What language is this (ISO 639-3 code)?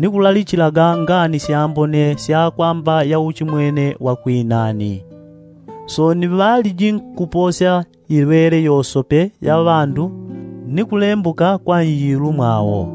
yao